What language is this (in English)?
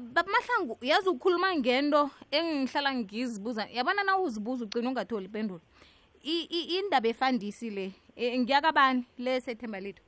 South Ndebele